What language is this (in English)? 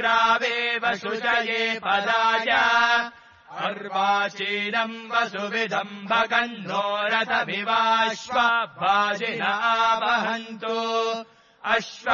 Sanskrit